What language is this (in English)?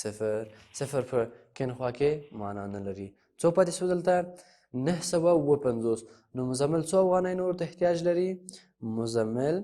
Pashto